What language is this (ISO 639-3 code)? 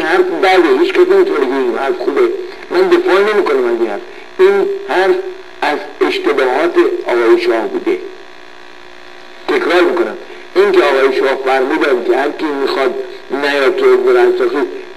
fas